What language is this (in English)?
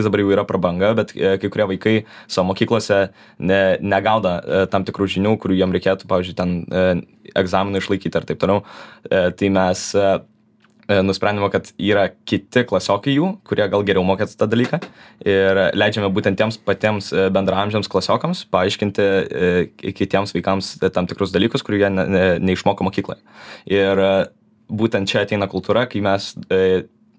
Lithuanian